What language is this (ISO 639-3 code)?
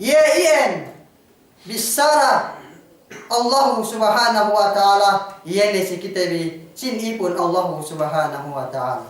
yka